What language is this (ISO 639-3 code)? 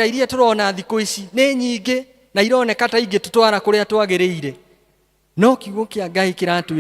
kik